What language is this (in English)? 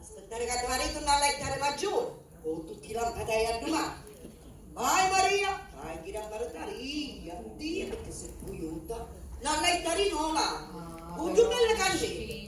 Sicilian